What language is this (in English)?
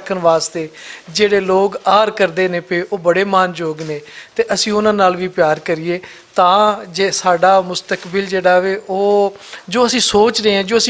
Western Panjabi